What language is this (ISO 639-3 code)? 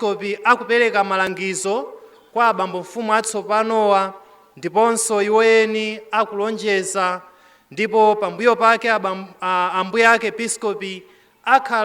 nya